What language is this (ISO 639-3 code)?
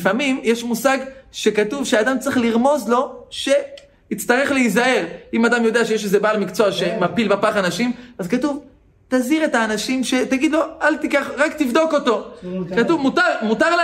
heb